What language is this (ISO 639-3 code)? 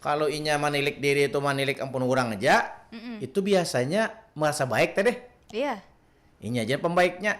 bjn